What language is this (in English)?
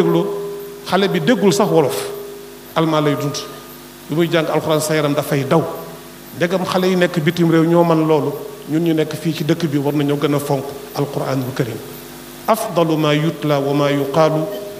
Wolof